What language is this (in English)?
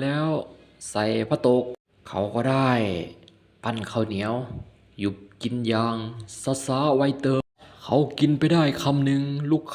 Lao